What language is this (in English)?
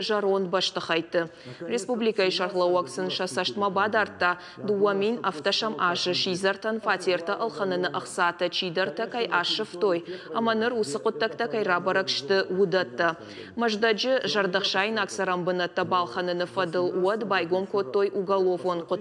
Ossetic